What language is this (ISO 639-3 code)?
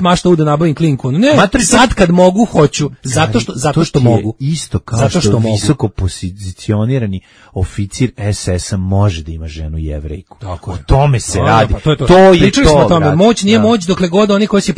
srp